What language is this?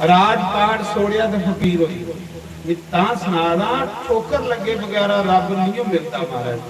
Dogri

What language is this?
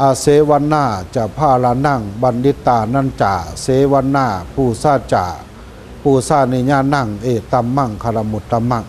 Lao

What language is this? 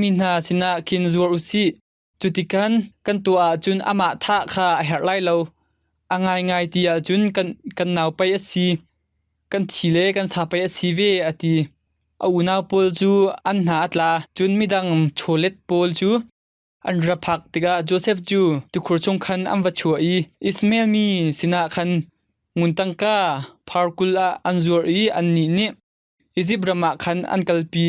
Hakha Chin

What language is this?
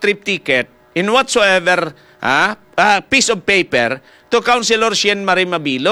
Hiligaynon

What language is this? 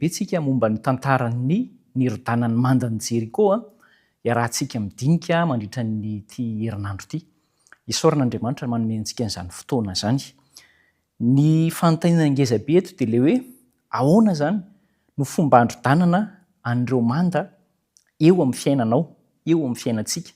Malagasy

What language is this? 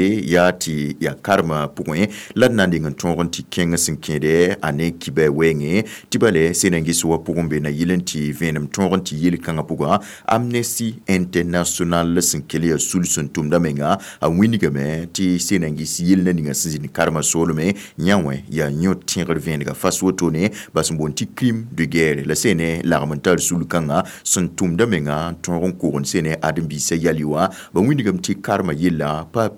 Mossi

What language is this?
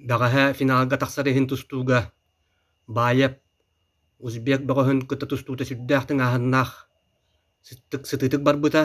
Yakut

